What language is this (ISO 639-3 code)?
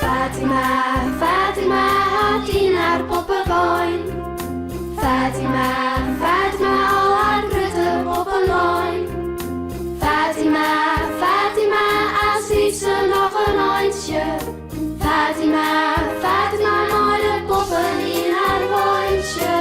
fry